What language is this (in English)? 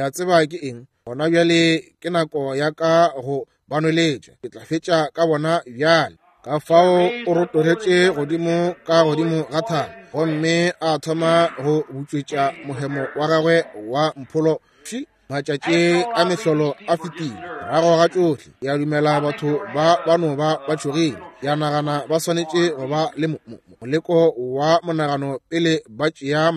Northern Sotho